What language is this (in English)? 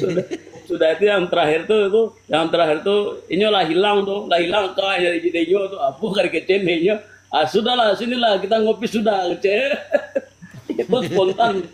Minangkabau